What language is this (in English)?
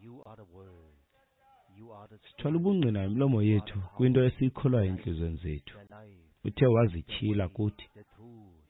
Xhosa